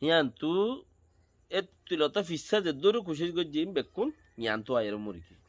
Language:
Rohingya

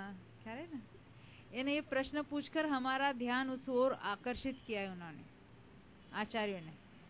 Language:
Hindi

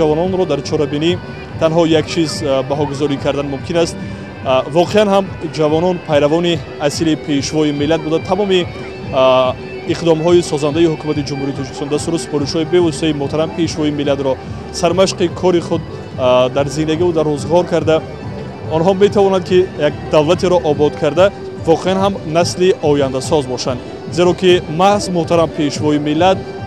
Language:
Tajik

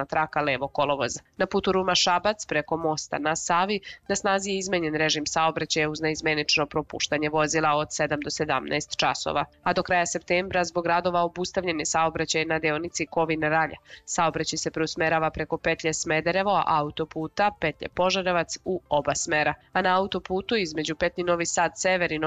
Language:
Serbian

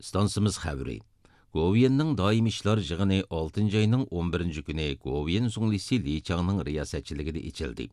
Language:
Uyghur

